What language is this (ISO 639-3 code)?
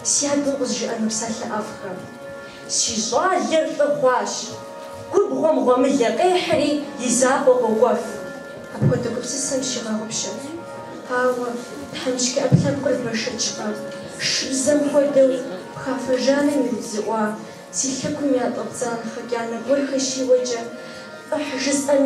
kbd